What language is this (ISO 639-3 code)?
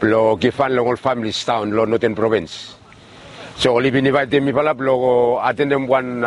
bis